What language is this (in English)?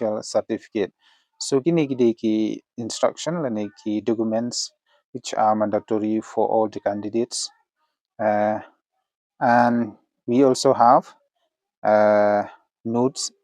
Khasi